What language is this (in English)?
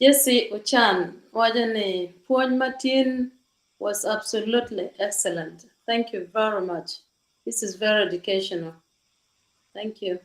Acoli